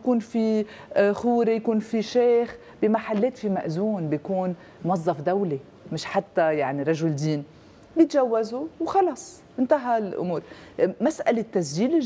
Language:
North Levantine Arabic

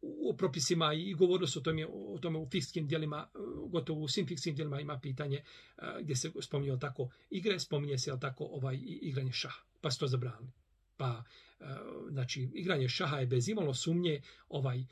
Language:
Bosnian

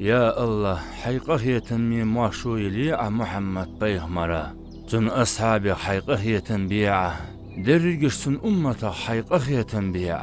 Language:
Ingush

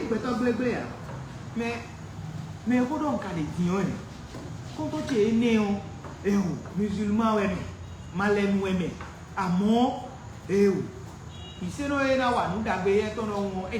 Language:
Fon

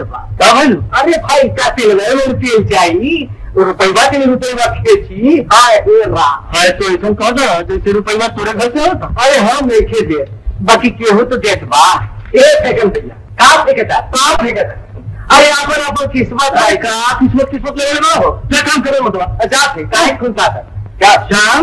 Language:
Bhojpuri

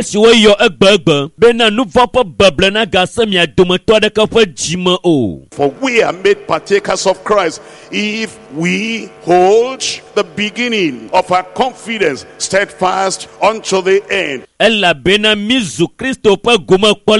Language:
Ewe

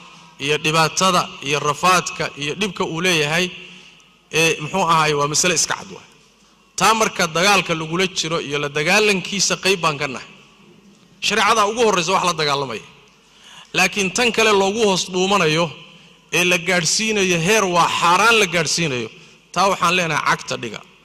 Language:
Somali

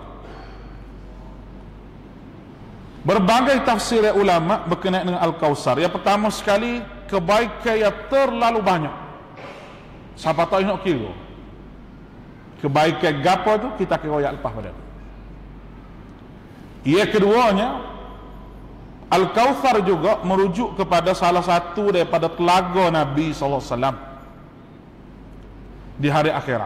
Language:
Malay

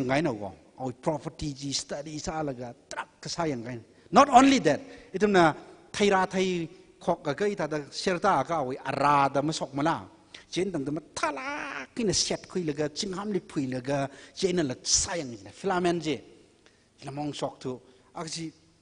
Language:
Tangkhul Naga (India)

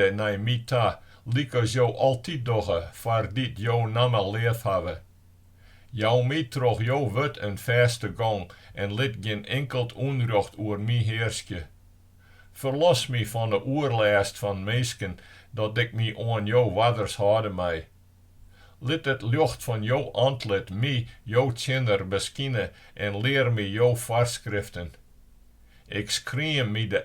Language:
Western Frisian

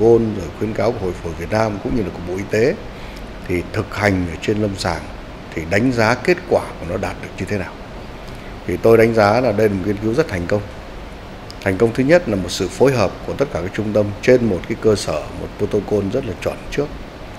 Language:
Vietnamese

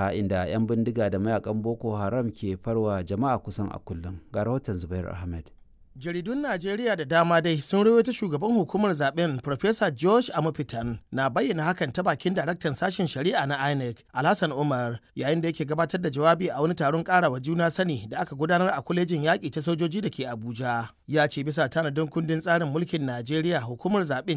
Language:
Hausa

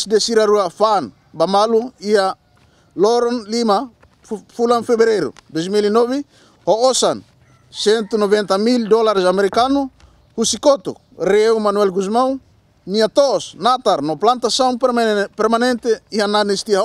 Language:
Tetum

